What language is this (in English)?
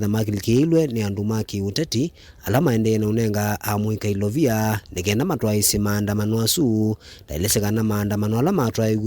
Kamba